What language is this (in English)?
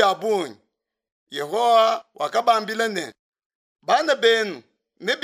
Luba-Lulua